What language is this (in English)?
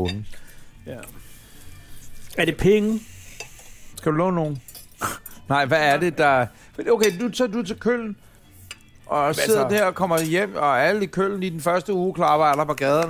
Danish